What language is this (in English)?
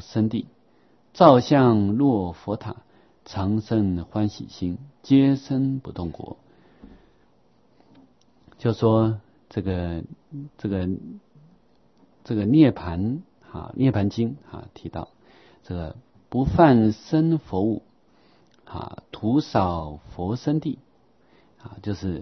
Chinese